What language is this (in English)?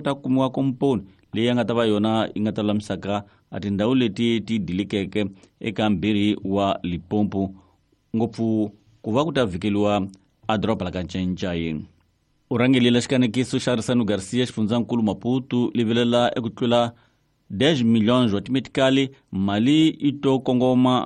Tsonga